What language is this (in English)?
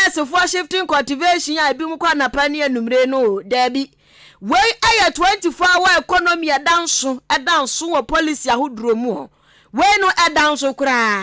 Akan